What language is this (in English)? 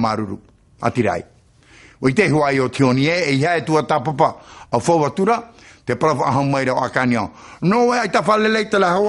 Tahitian